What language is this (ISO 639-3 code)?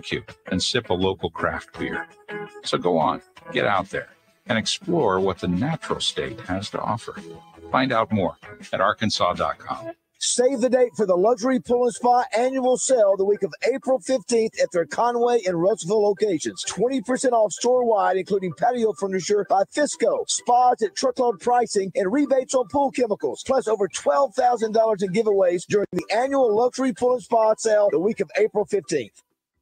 eng